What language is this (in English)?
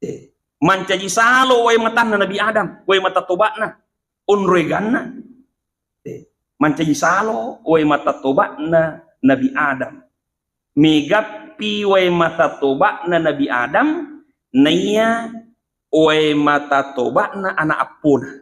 Buginese